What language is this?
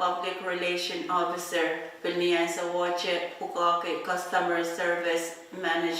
Pohnpeian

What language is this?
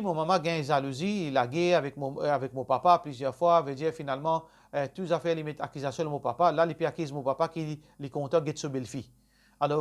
Morisyen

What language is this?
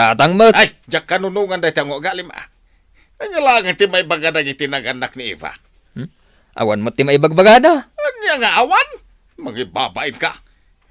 Iloko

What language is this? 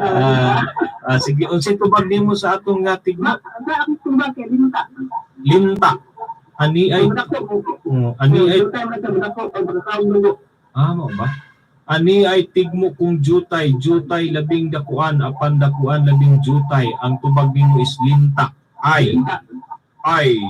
Cebuano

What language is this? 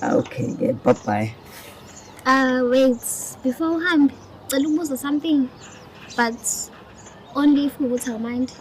Zulu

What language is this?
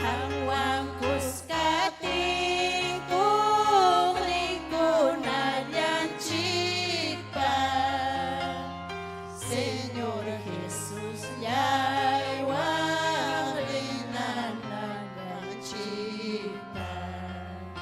Ayacucho Quechua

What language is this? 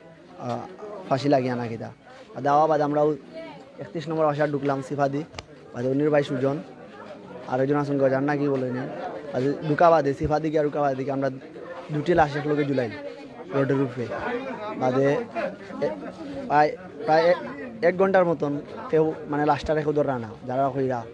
Sylheti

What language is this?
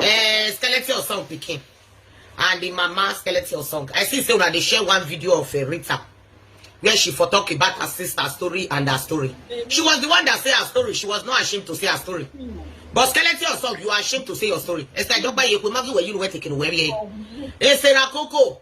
Nigerian Pidgin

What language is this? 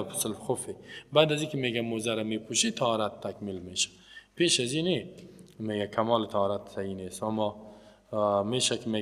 Persian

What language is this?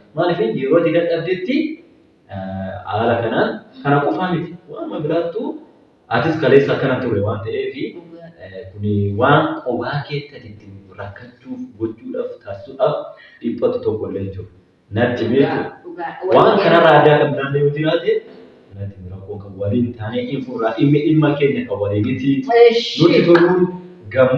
Oromo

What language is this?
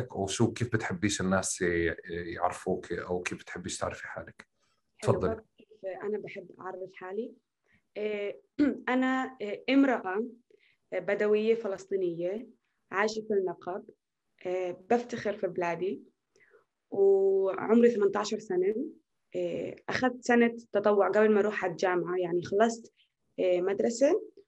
North Levantine Arabic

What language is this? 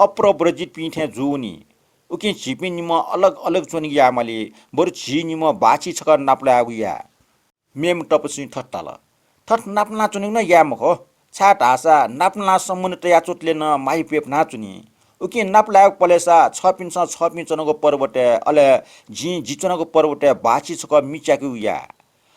Newari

